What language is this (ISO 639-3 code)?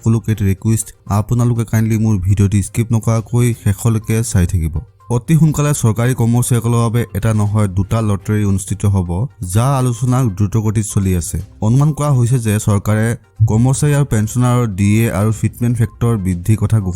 asm